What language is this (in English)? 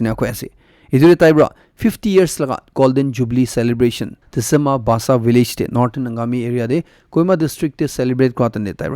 Naga Pidgin